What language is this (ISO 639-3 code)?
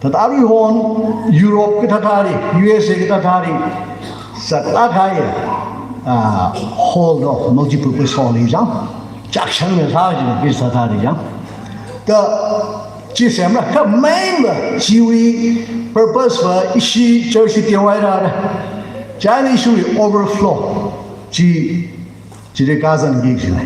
nmf